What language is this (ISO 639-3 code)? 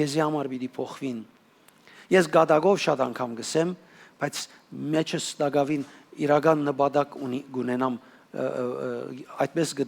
hyw